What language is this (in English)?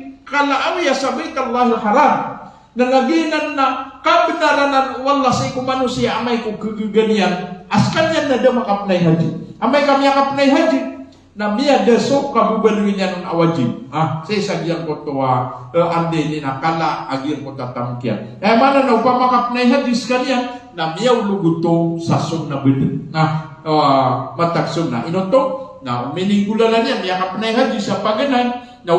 Maranao